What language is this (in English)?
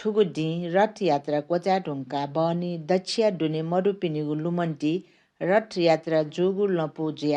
Newari